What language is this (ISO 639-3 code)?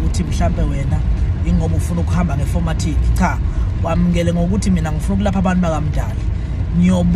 zul